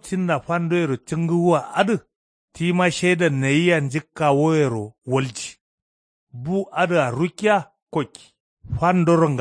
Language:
Kanuri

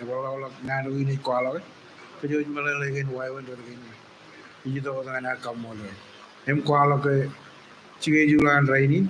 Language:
Marshallese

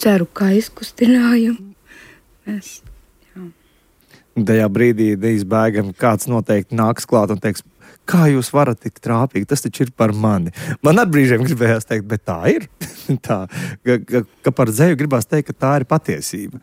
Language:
Latvian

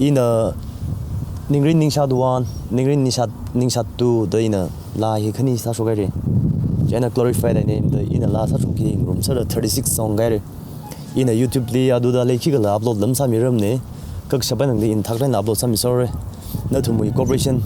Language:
Tangkhul Naga (India)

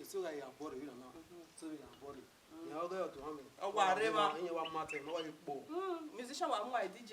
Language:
Bini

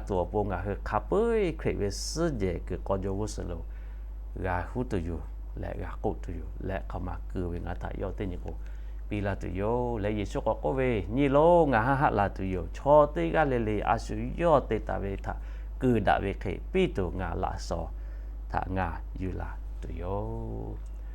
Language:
Lahu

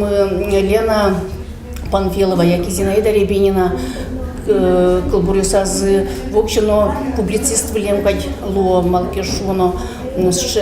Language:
Udmurt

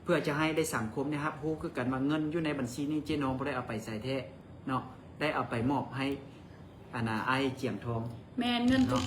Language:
Lao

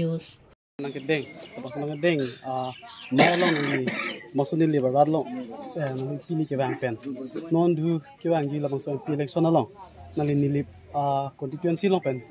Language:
Karbi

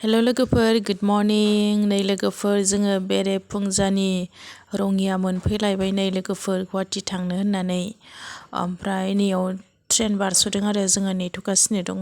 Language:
Bodo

